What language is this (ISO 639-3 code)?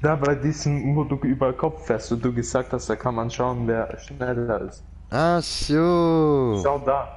gsw